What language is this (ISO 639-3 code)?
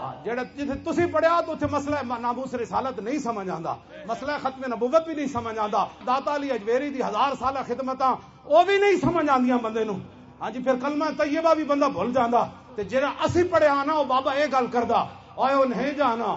lah